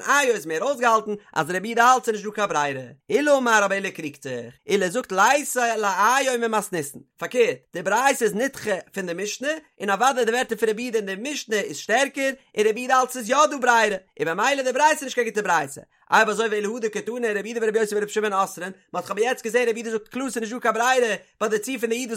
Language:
Yiddish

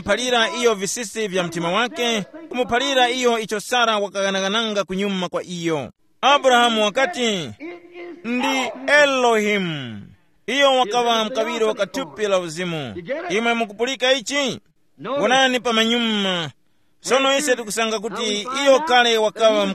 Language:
Tumbuka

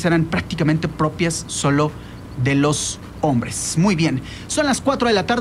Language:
Spanish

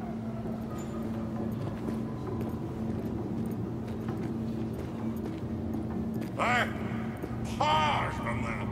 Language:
Chinese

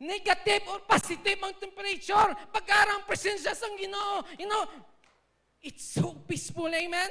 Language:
Hiligaynon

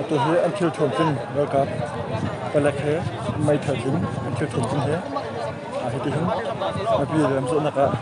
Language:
Hakha Chin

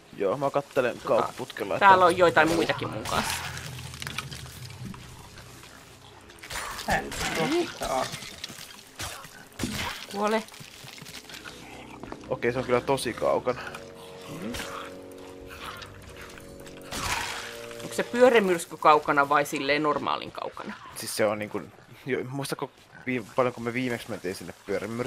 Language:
Finnish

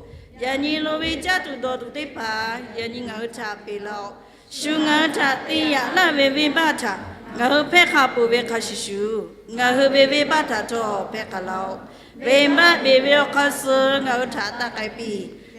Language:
Lahu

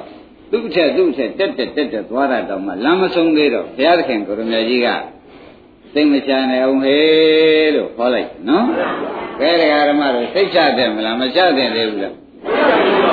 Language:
Burmese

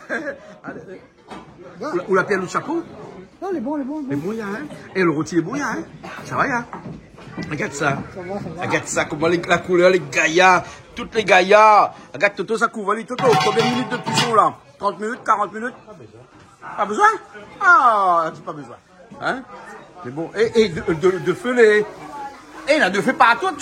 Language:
Réunion Creole French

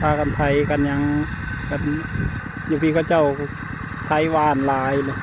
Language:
Northeastern Thai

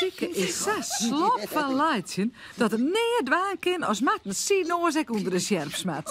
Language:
Western Frisian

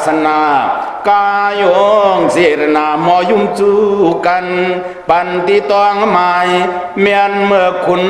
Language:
Shan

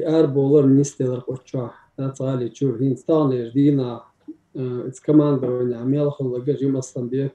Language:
Chechen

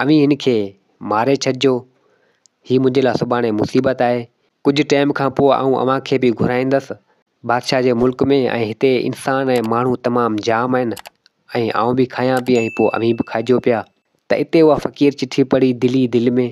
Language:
Sindhi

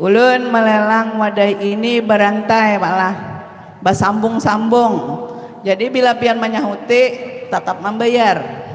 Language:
Banjar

